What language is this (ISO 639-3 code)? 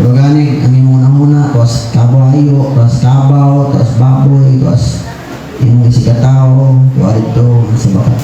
ceb